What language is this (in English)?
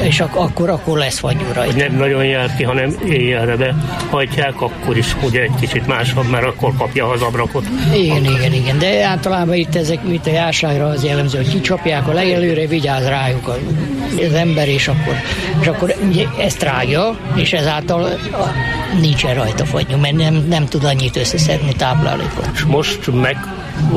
Hungarian